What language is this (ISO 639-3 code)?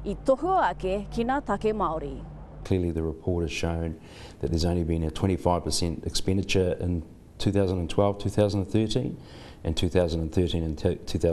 mri